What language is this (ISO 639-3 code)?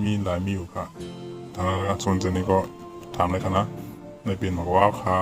shn